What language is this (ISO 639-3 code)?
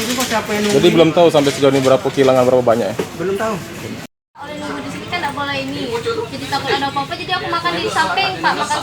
mui